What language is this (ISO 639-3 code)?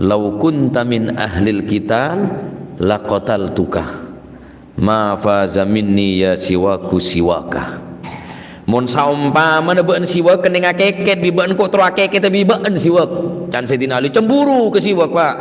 mad